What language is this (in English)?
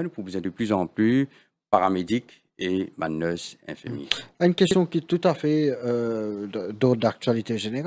Morisyen